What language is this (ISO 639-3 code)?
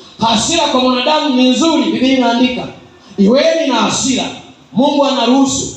swa